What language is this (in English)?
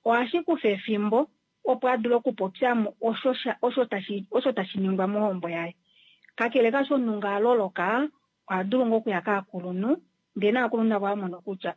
Kuanyama